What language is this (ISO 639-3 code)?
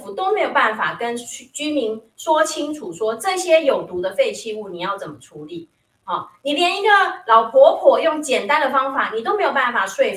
zho